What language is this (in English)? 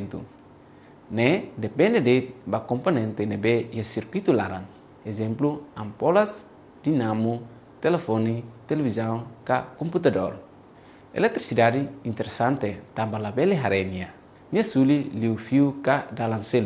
Tetum